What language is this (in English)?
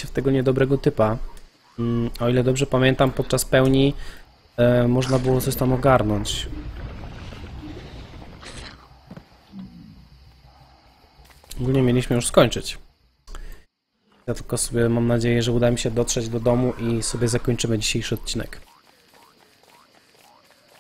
Polish